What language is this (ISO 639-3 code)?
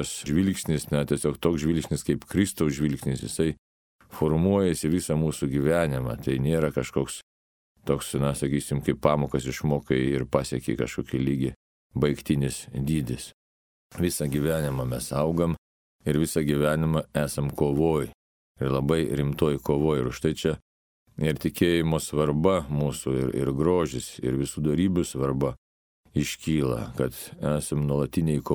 lit